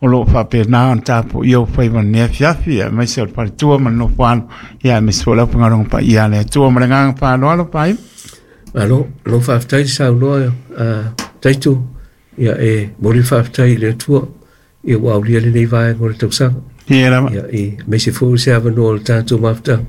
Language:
Samoan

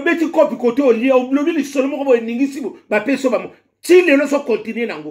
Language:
Lingala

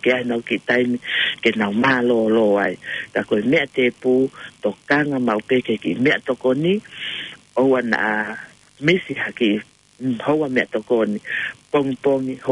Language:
Tongan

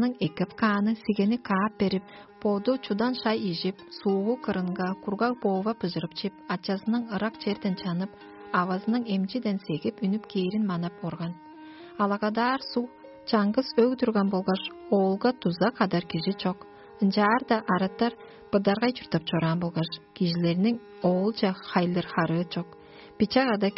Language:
Tuvinian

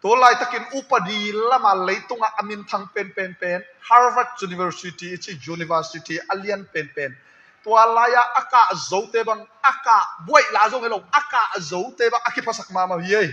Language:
Tedim Chin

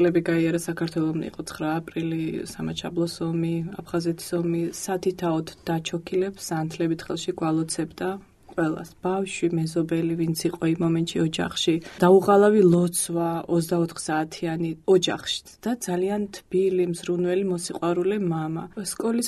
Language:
Georgian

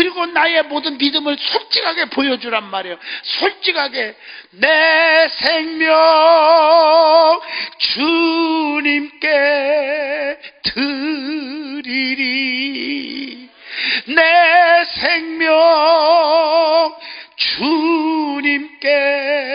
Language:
Korean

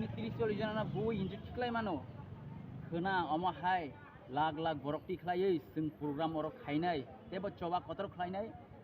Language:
Kok Borok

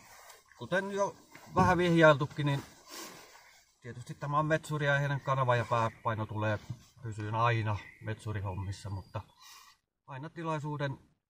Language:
Finnish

